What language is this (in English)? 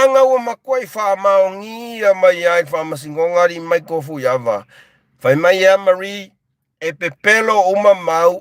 Samoan